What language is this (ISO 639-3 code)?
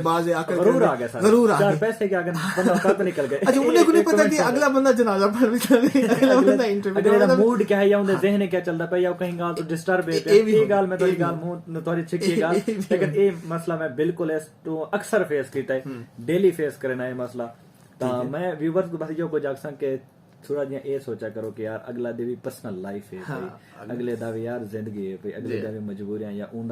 skr